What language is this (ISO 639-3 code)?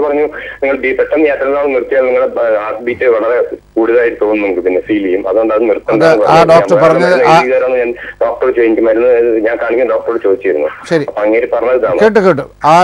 mal